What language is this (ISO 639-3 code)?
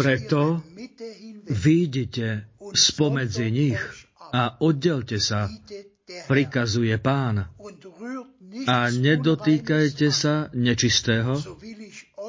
slk